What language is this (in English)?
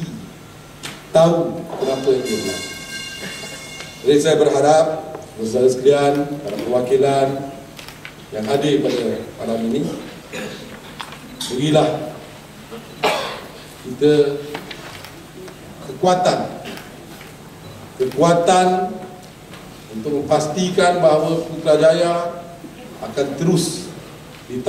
Malay